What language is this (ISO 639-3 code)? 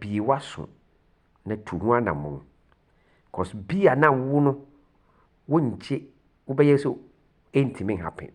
aka